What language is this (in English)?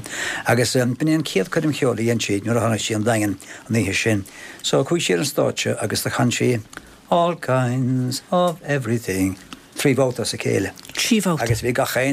Irish